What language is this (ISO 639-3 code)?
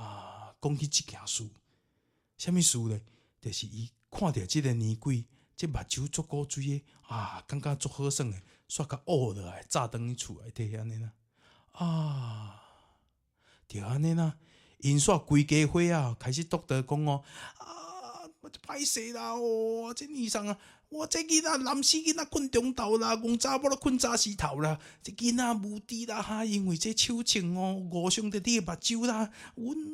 nan